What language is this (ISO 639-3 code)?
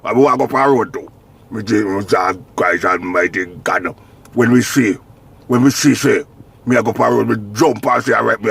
jam